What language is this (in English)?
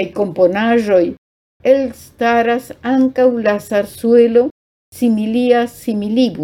Esperanto